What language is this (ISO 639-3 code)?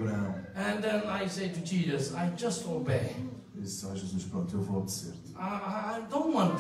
por